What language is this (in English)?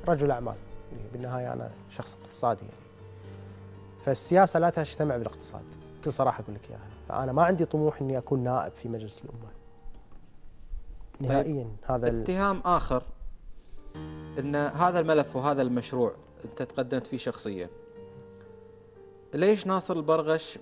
Gulf Arabic